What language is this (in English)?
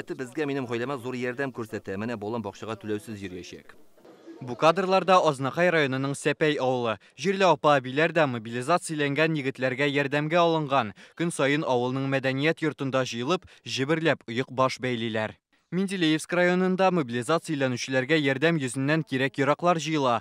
Tatar